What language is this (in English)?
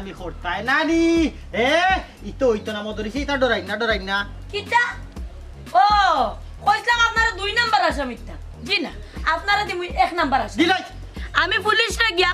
Sylheti